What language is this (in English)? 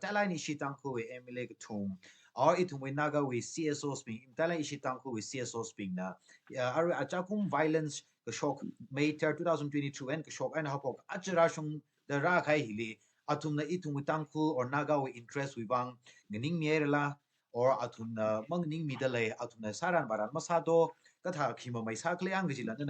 Tangkhul Naga (India)